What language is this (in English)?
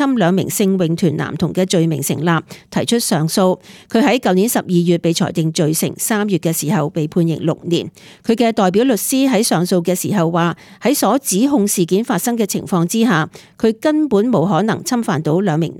Cantonese